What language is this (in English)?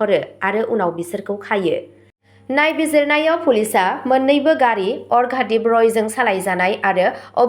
Bodo